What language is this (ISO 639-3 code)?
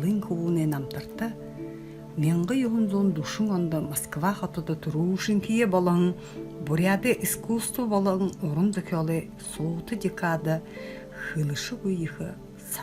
bua